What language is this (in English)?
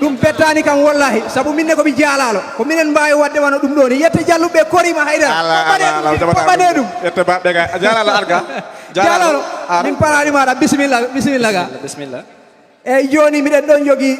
Fula